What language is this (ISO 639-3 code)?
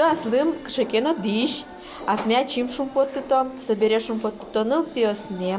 udm